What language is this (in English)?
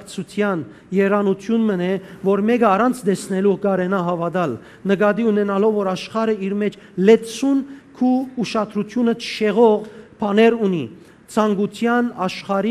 Western Armenian